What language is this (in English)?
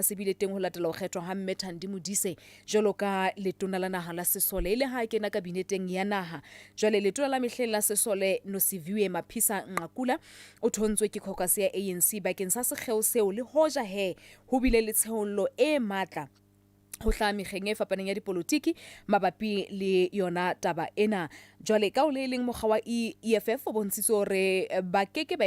Southern Sotho